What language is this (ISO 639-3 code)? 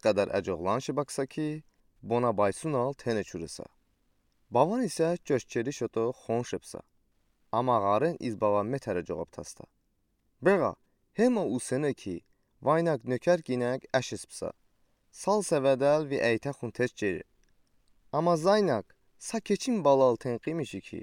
udi